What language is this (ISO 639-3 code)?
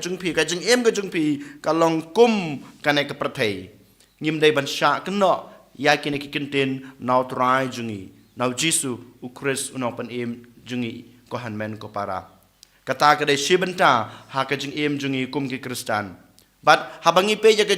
kha